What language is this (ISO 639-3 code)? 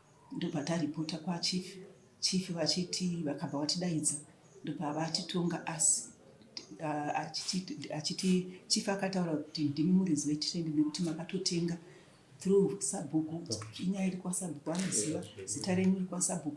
sna